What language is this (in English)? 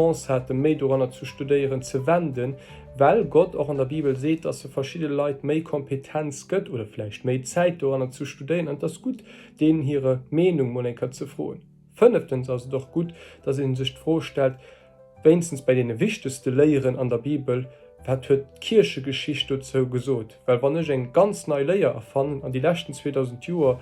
Luxembourgish